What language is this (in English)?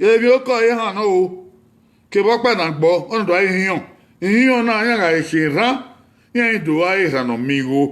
Bini